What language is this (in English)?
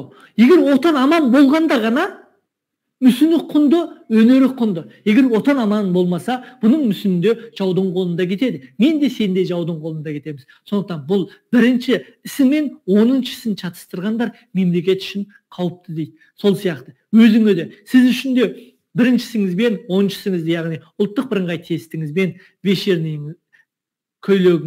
Kazakh